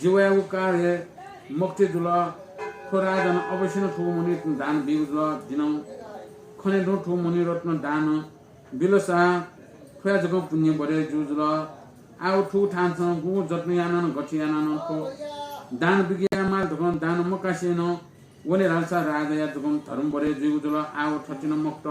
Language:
Newari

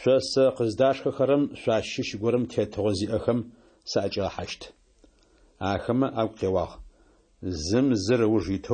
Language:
Adyghe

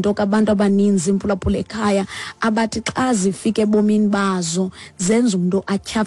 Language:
Xhosa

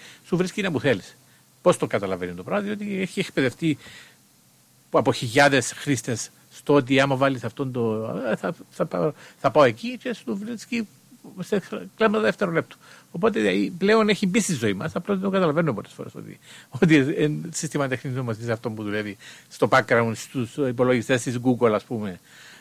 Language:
Greek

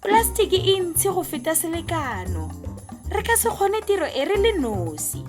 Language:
Tswana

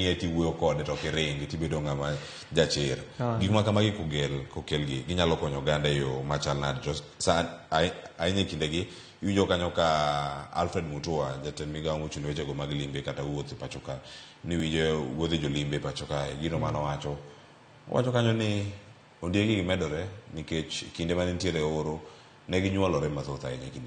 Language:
Luo (Kenya and Tanzania)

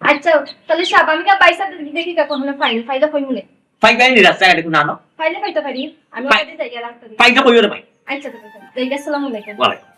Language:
Sylheti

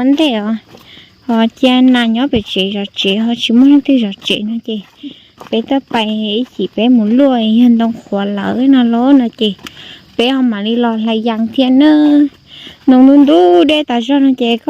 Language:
Hmong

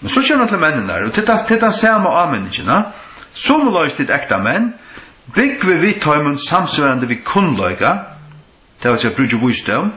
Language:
Faroese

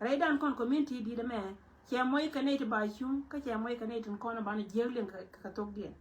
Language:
Nuer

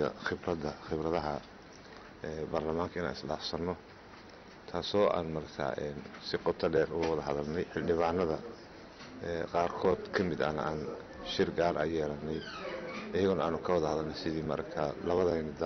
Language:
Somali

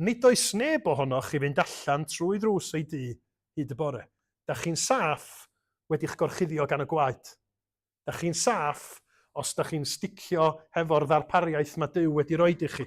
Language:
Welsh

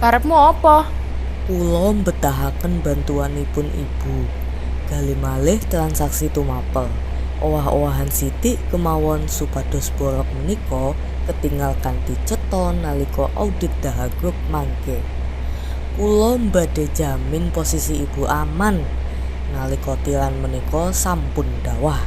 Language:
Javanese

